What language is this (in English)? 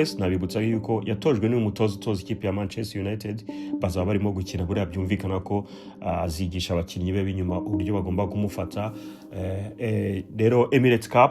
Kinyarwanda